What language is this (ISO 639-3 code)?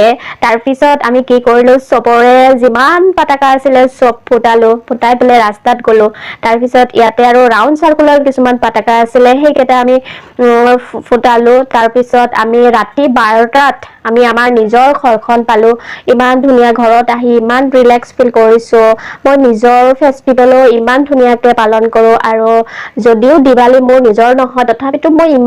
asm